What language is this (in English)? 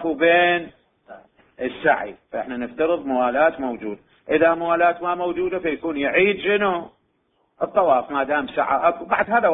Mesopotamian Arabic